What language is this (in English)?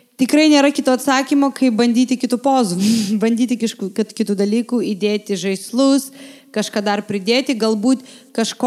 Lithuanian